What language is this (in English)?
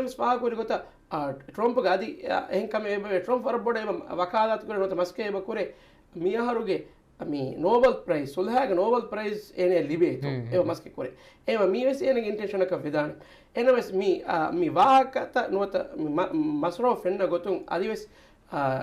Divehi